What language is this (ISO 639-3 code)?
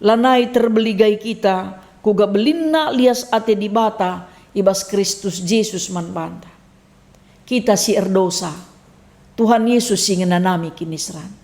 btx